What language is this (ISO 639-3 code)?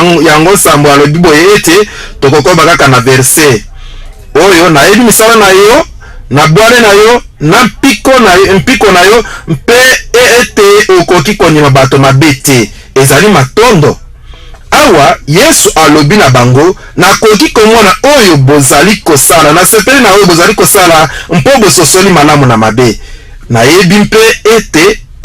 lin